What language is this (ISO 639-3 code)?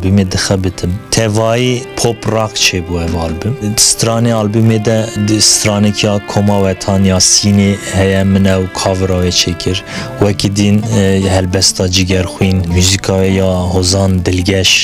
kur